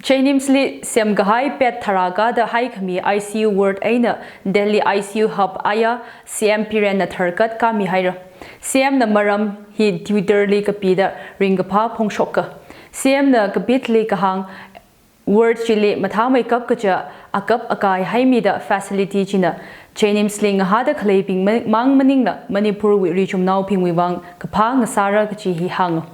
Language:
Tangkhul Naga (India)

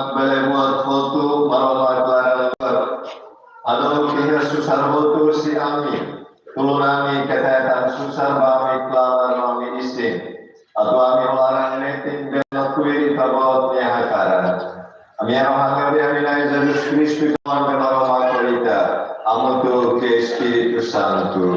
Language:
Tetum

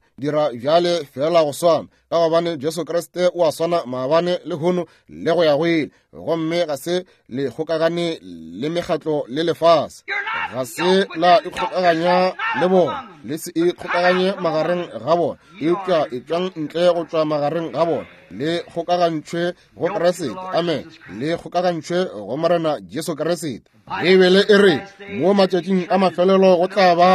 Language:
Northern Sotho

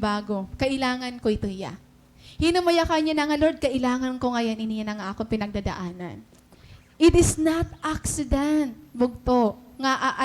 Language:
Waray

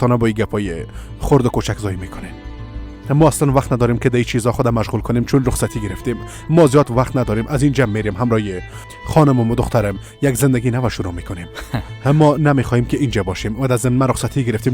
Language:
Persian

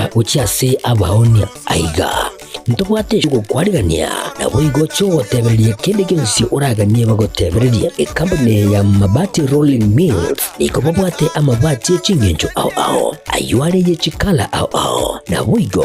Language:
Gusii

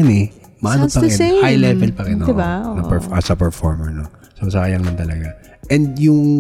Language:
Filipino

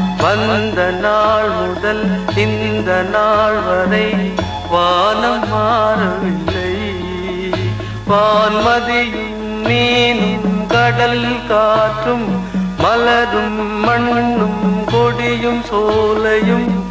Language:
Tamil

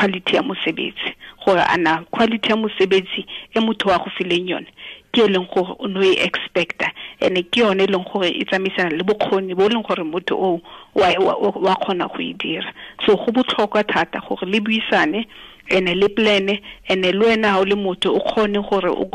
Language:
Tswana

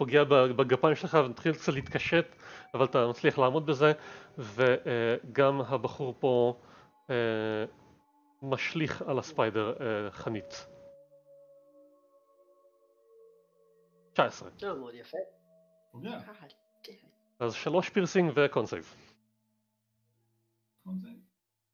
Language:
Hebrew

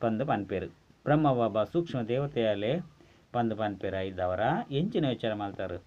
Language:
Tulu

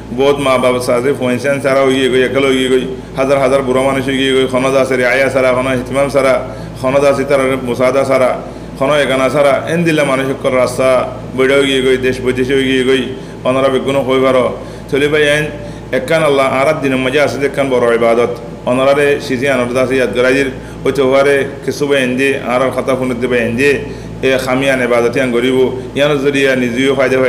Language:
Rohingya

